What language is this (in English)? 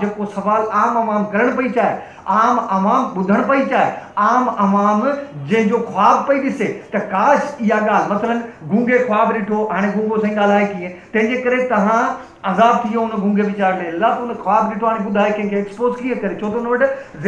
Sindhi